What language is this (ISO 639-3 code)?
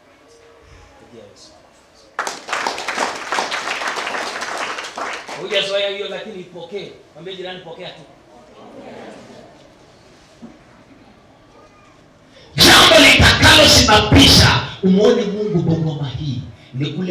swa